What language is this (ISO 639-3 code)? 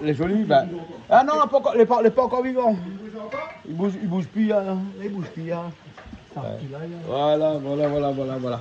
rcf